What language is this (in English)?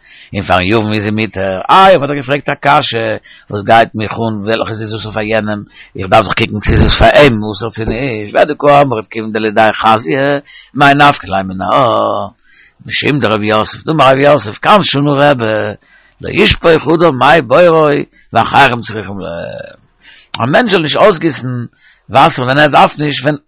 Yiddish